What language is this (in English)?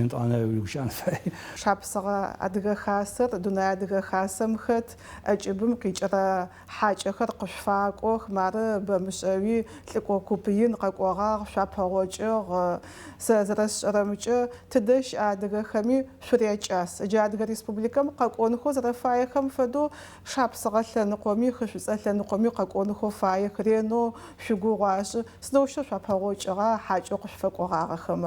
Adyghe